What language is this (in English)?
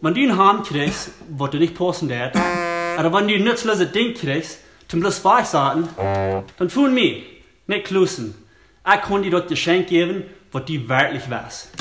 Plautdietsch